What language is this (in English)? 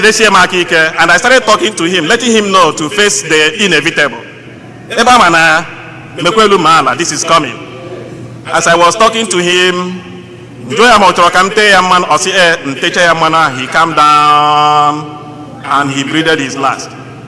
Igbo